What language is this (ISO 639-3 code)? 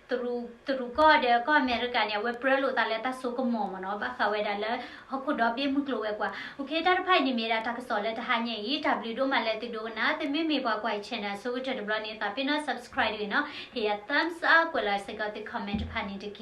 ksw